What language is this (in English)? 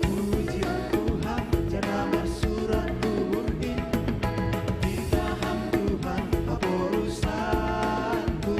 Batak Simalungun